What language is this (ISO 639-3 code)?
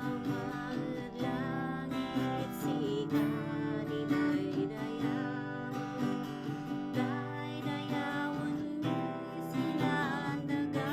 kne